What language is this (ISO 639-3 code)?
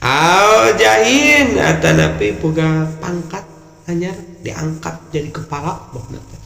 sun